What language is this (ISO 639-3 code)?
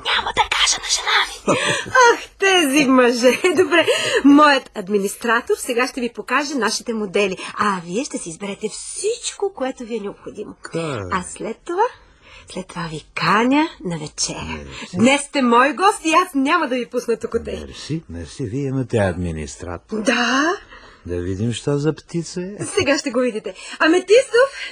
bul